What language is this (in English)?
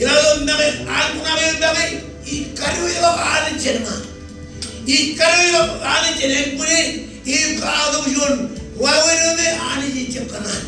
Marshallese